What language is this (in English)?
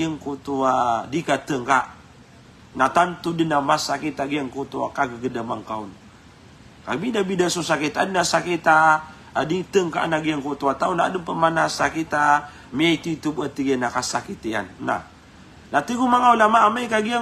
Maranao